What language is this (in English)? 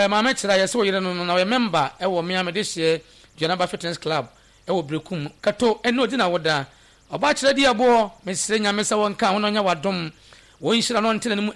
Akan